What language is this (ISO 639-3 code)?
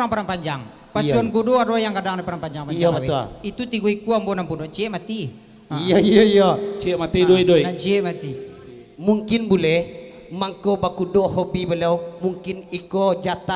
min